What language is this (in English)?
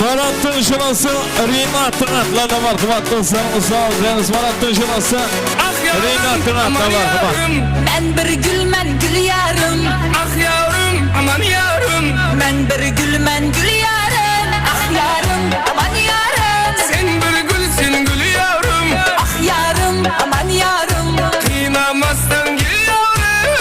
Kara-Kalpak